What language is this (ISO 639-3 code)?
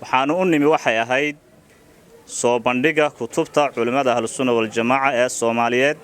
som